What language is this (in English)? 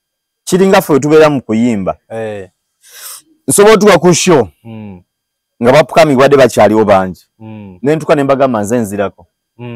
Ganda